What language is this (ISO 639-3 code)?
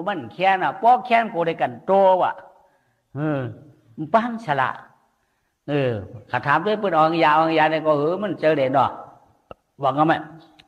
shn